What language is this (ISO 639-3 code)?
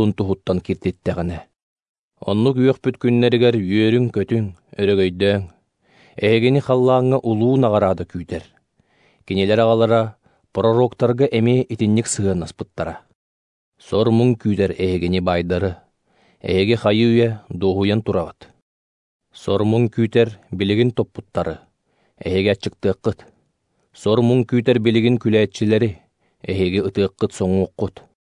sah